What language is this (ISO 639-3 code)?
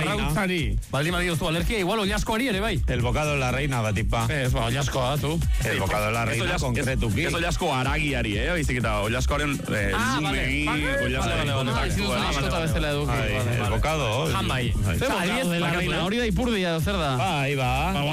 eus